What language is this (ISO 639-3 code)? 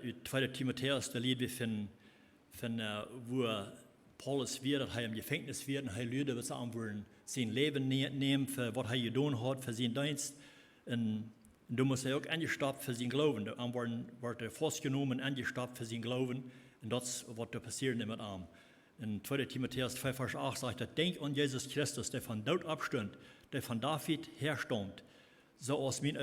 pdt